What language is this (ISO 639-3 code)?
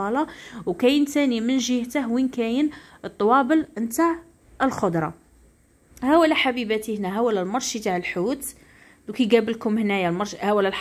arq